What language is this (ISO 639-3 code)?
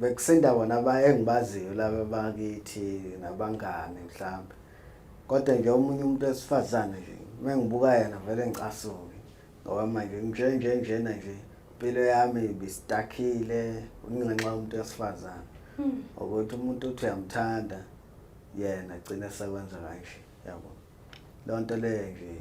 zul